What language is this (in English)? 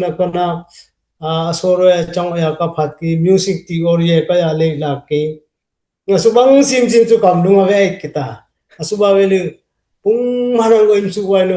Dimasa